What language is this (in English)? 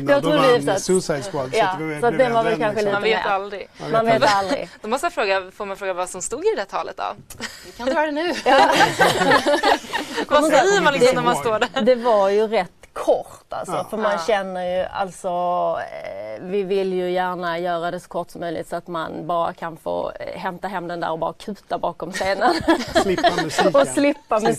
Swedish